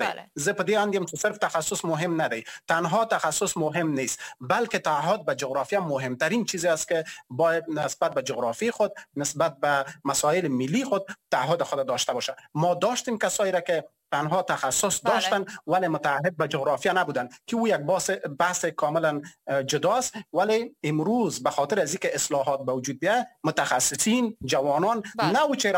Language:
Persian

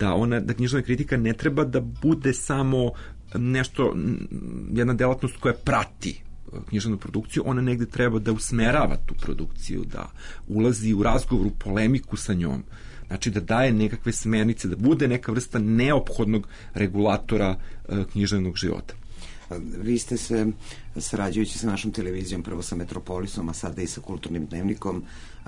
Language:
Serbian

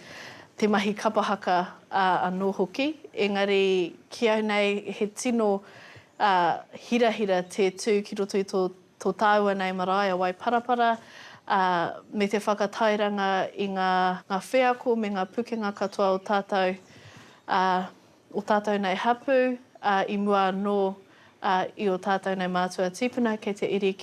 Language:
Māori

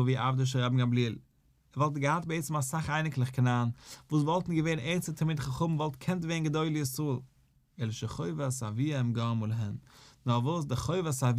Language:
Yiddish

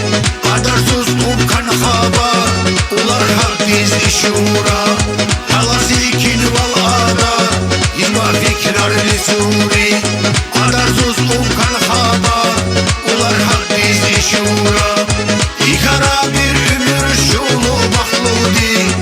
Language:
Tabassaran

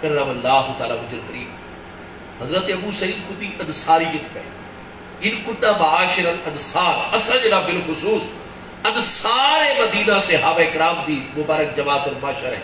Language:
Saraiki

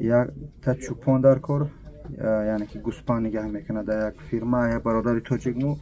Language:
Tajik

